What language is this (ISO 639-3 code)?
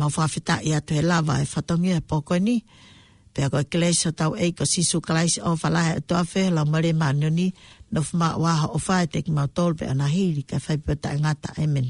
ton